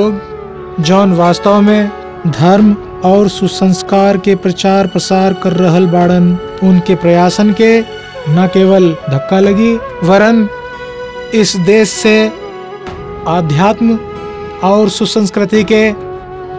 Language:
Bhojpuri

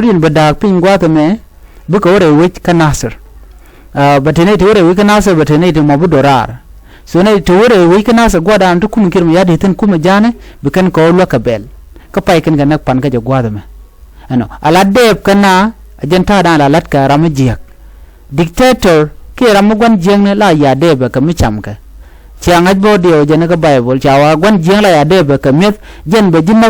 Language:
Nuer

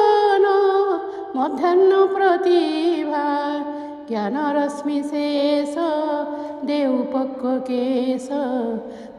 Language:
Odia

